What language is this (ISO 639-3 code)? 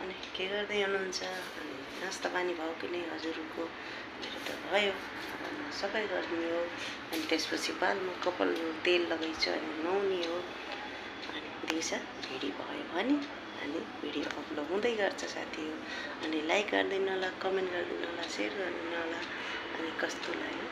nep